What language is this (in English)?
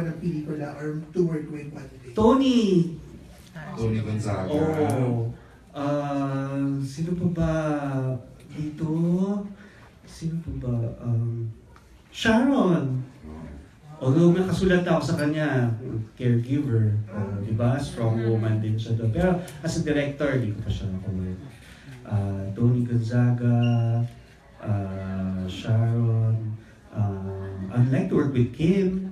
Filipino